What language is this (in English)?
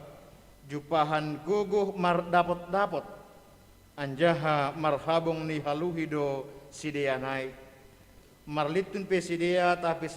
Batak Simalungun